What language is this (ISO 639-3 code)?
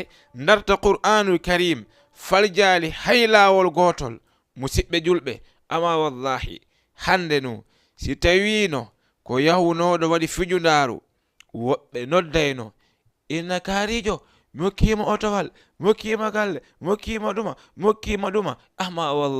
ful